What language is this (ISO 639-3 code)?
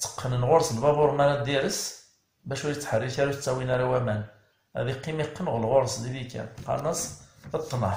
kab